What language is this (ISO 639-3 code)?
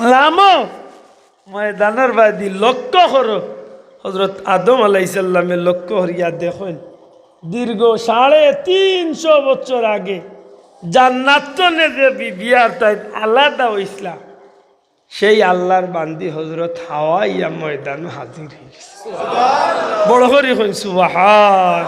syl